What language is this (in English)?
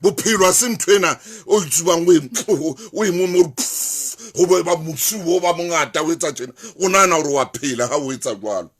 Southern Sotho